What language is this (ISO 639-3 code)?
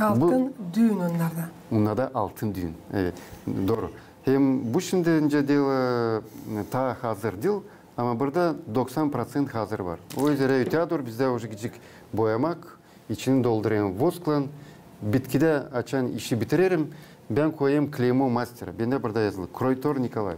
gag